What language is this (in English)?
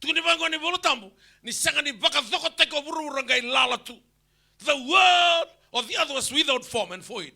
Fijian